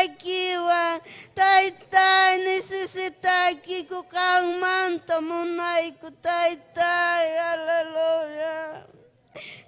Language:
Ayacucho Quechua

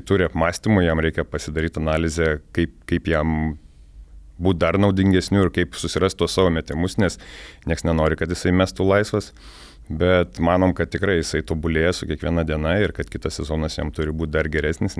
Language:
Lithuanian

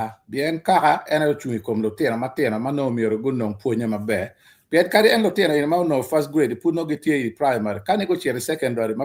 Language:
Acoli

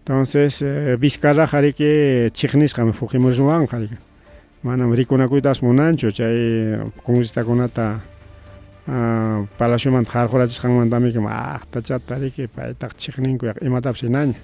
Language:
Ayacucho Quechua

